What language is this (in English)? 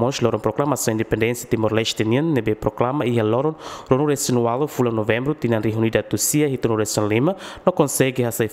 Tetum